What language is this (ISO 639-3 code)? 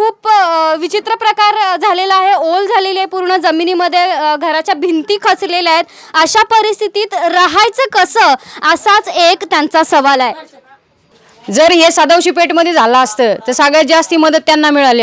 mar